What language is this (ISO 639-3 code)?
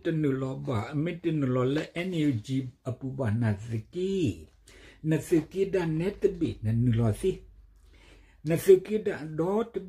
ksw